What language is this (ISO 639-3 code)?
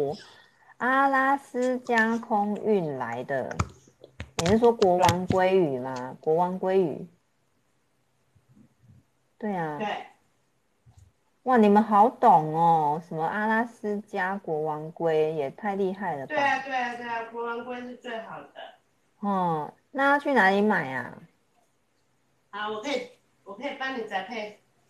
zho